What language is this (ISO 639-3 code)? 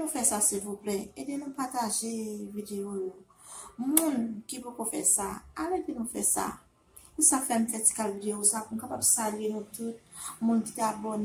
hat